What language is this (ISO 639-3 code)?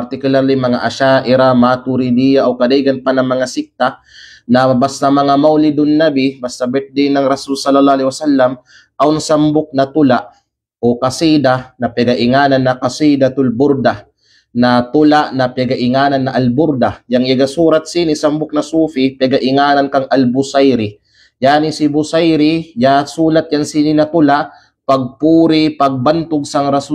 kqe